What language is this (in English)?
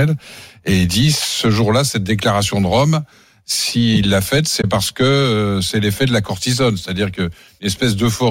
French